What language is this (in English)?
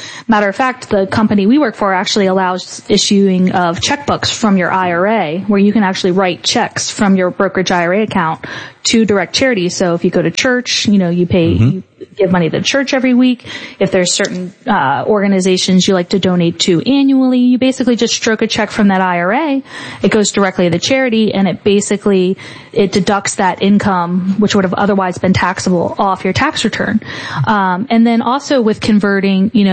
English